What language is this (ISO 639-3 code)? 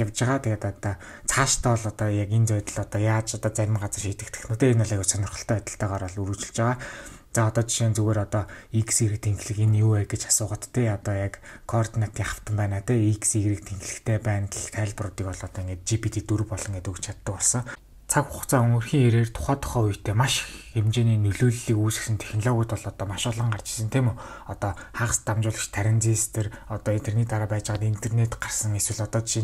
mon